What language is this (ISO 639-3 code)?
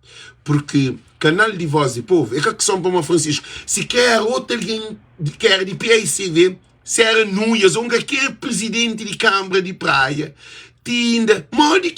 kea